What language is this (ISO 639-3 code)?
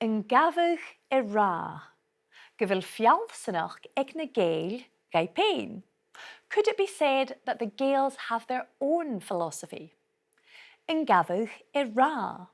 gla